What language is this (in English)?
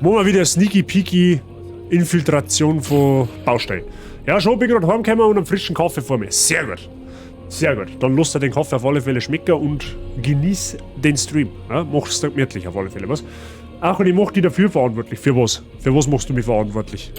Bavarian